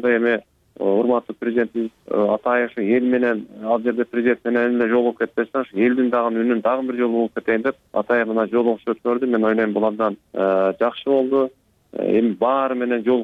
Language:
Kyrgyz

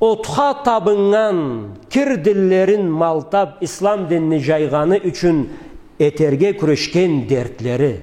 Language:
Karachay-Balkar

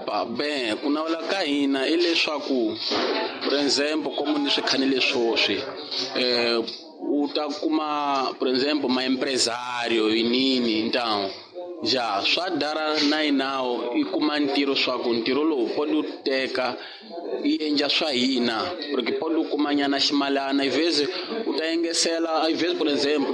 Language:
Tsonga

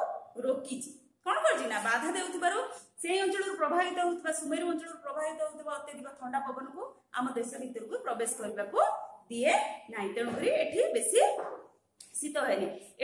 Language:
Odia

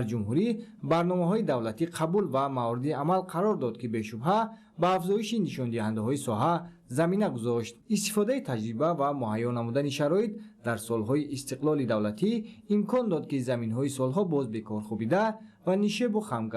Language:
Tajik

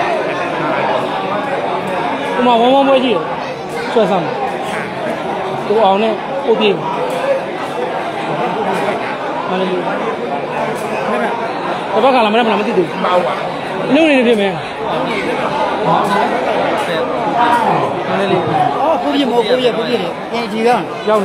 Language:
Burmese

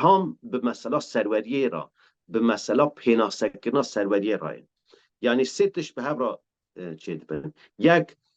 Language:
Kurdish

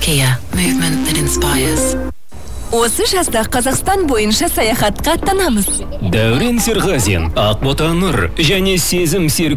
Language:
Kazakh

